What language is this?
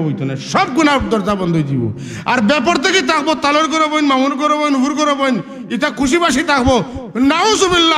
Sylheti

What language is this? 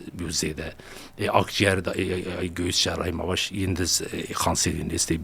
Zaza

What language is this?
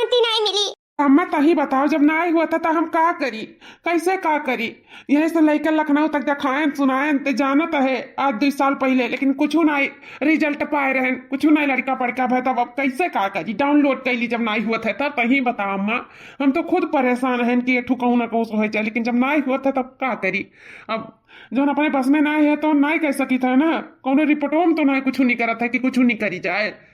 Awadhi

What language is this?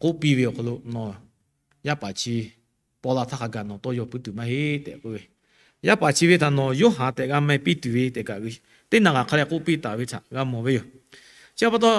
Lahu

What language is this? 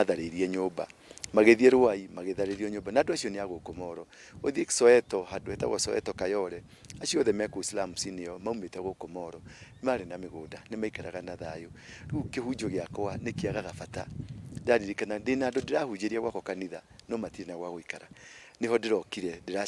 Kikuyu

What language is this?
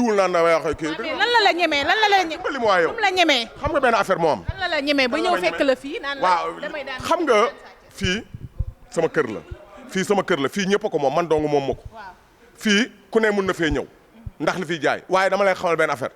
Wolof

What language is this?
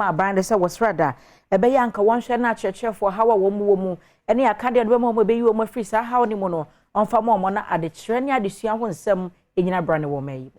Akan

